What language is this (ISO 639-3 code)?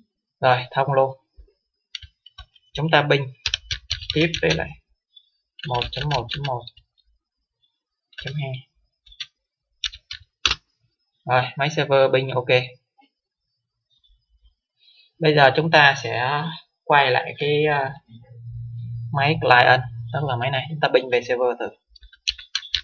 vie